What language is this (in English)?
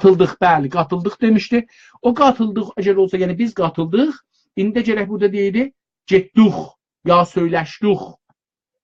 South Azerbaijani